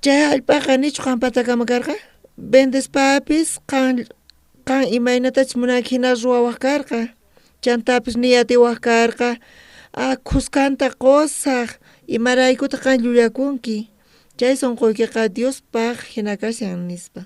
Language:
South Bolivian Quechua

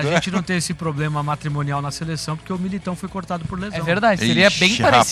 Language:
Portuguese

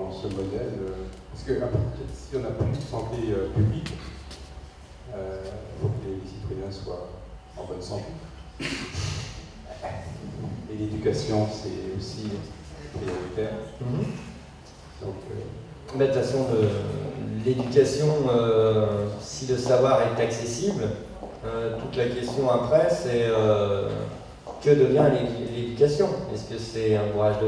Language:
French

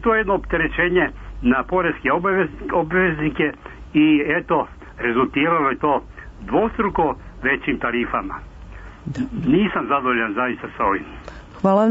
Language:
Serbian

